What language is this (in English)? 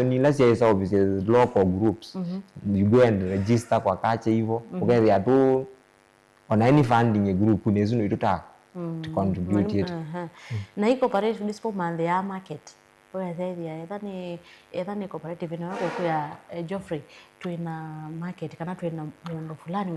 Kamba